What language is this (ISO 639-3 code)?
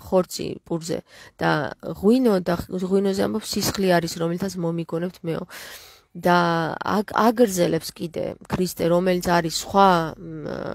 kat